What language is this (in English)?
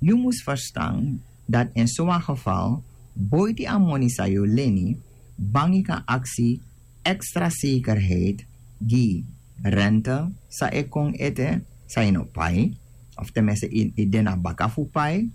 Sranan Tongo